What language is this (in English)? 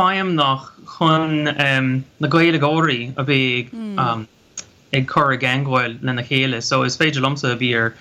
Irish